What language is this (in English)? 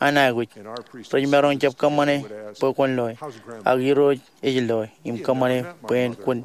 Marshallese